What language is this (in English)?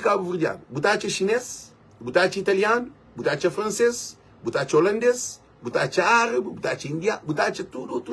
Kabuverdianu